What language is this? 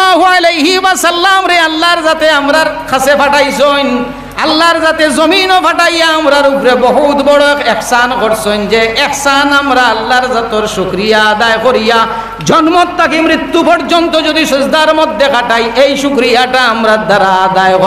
Sylheti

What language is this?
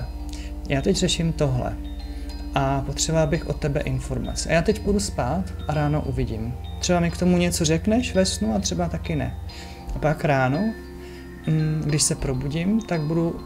Czech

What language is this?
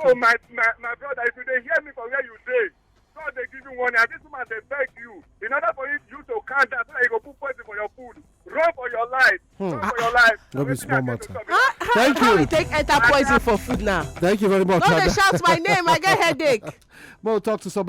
Nigerian Pidgin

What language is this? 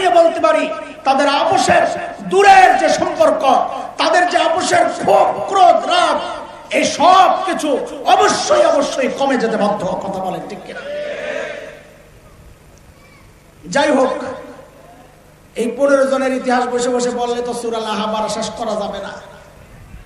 Bangla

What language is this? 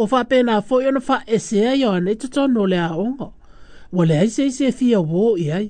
Samoan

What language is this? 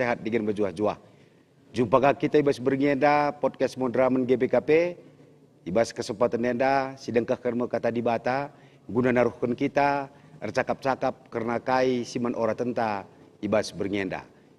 Batak Karo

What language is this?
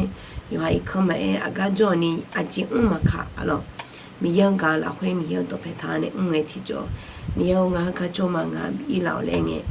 Akha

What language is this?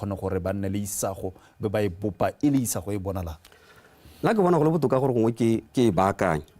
Tswana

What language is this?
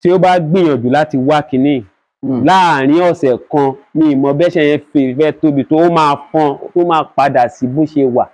Yoruba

